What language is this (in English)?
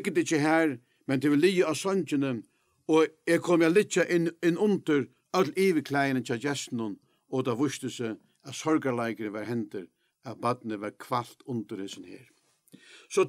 Faroese